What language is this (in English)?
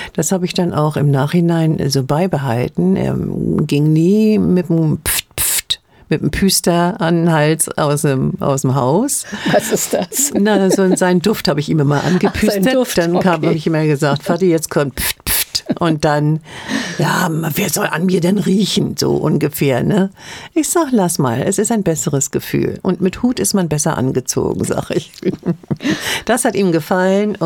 German